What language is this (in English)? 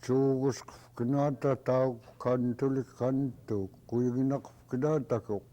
Central Yupik